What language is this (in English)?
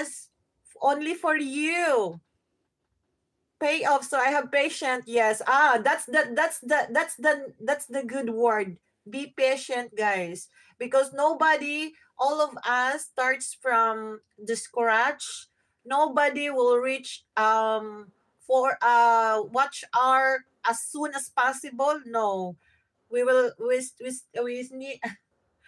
Filipino